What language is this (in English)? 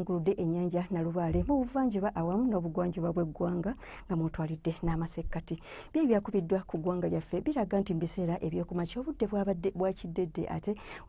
Ganda